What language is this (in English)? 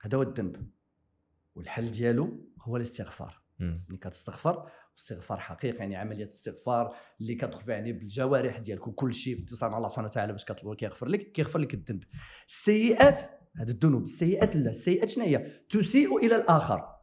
Moroccan Arabic